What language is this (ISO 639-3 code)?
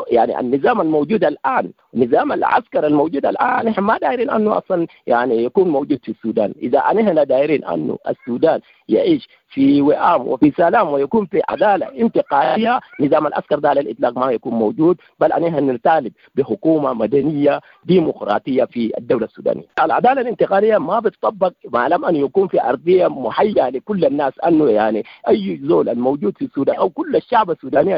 apd